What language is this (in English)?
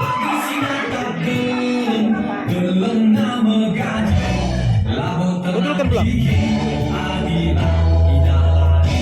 Batak Karo